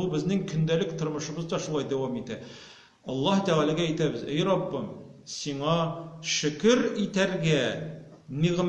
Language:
Tatar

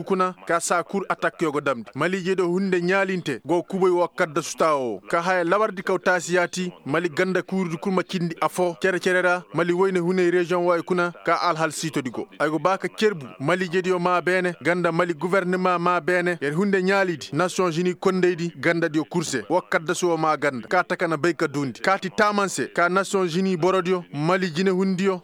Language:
Koyraboro Senni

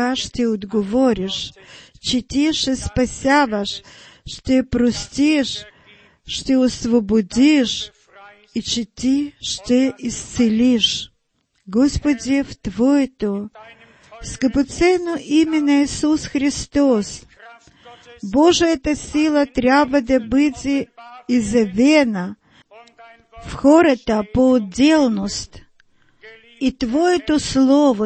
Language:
Bulgarian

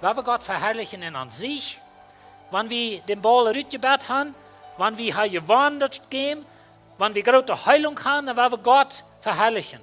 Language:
Plautdietsch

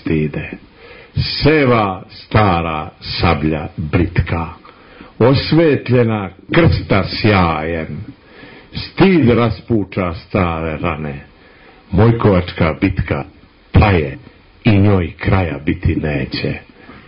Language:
Serbian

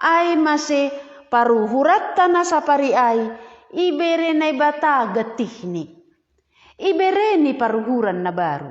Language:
Batak Simalungun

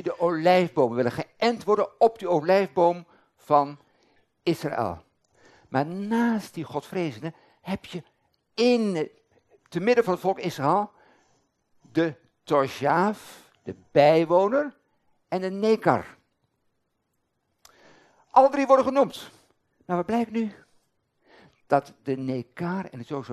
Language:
Dutch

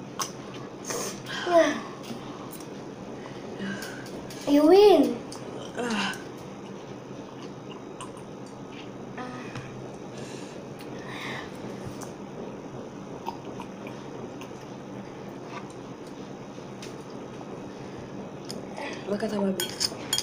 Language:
Malay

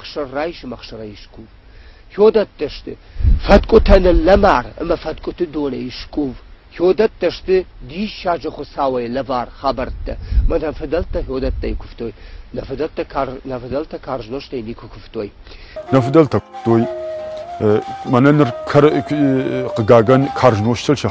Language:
Ossetic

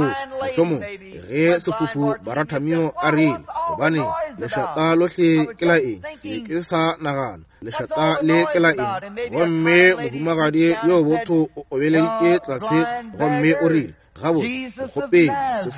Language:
Northern Sotho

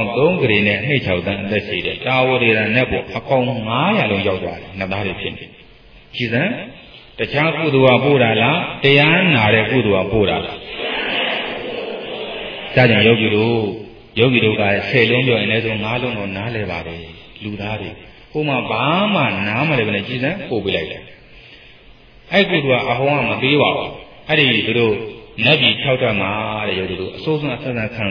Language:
Burmese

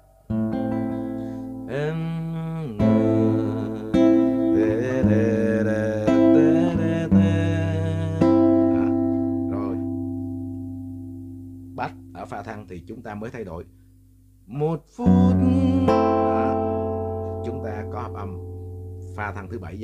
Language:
Vietnamese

